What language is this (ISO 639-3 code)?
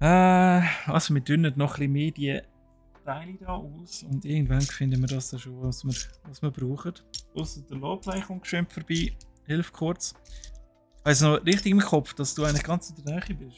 gsw